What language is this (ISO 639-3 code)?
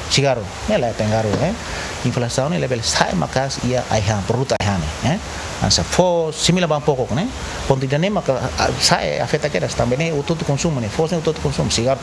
tet